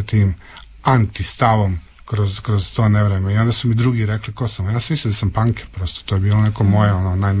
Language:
Croatian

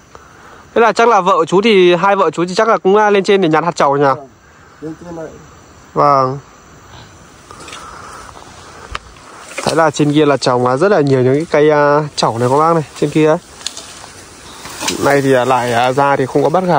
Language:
Vietnamese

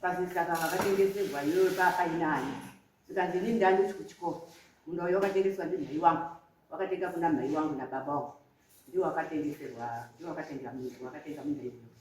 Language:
Shona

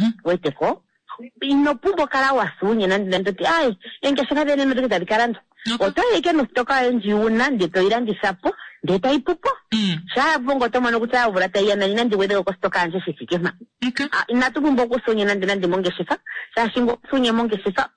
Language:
Kuanyama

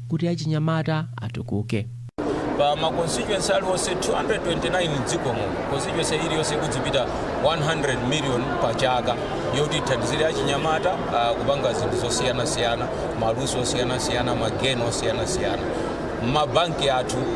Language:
Nyanja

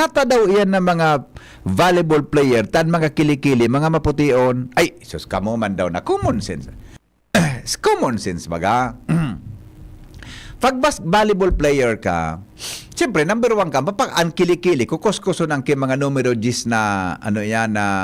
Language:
Bikol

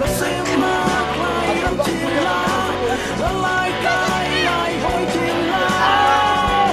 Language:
Hakha Chin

